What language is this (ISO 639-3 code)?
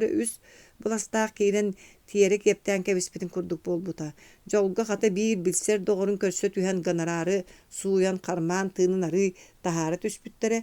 sah